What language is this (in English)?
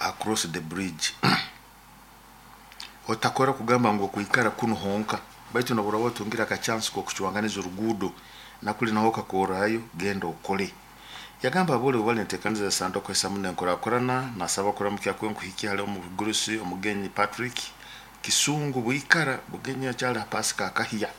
Nyoro